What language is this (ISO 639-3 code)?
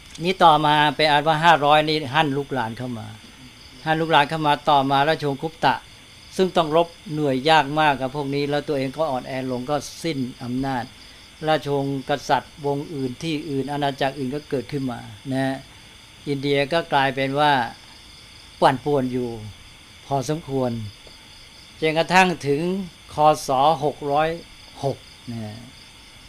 tha